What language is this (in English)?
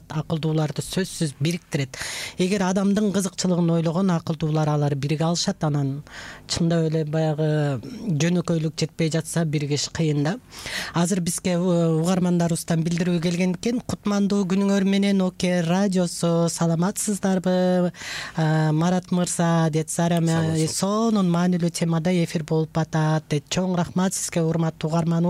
Kyrgyz